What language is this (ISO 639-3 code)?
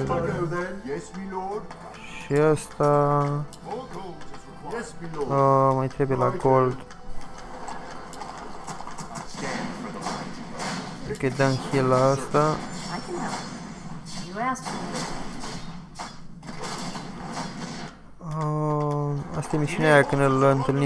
ron